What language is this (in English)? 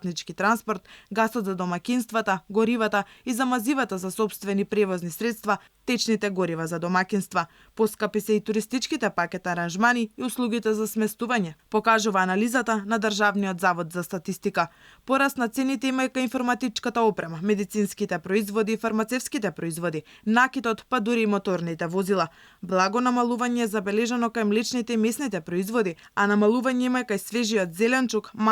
Macedonian